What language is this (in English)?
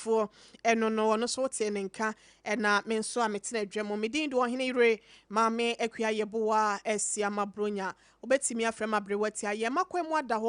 Akan